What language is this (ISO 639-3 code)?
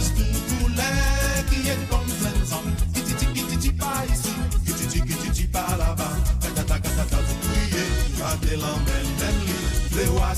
mfe